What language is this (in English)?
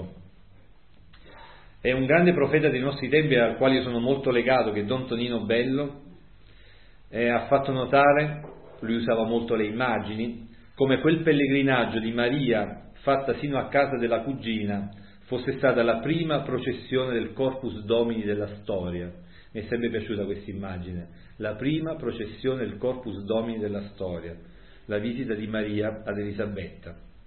Italian